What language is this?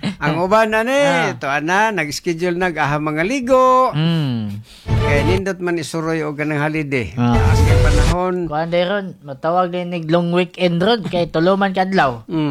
Cebuano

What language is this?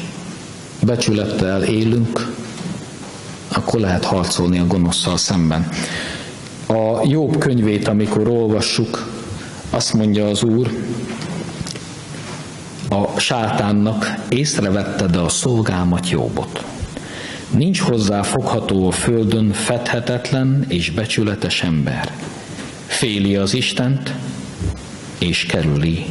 Hungarian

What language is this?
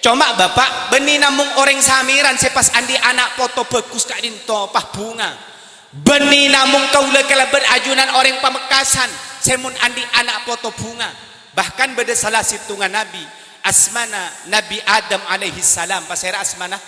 Madurese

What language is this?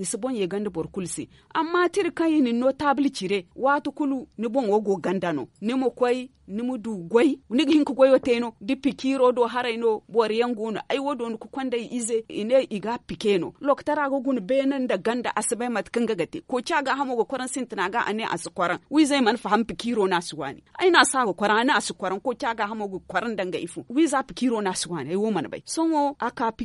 Zarma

